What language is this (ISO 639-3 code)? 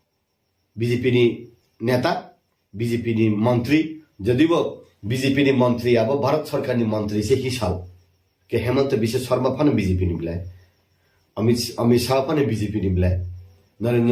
trp